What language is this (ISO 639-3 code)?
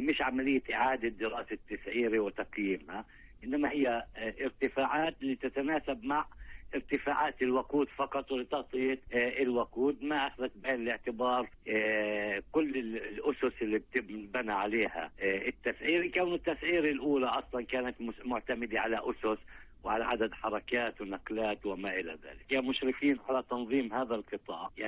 apc